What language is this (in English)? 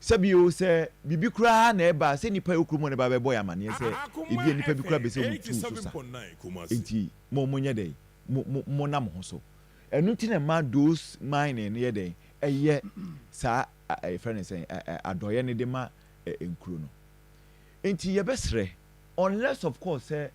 Akan